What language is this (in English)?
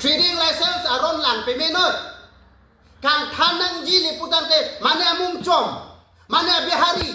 Karbi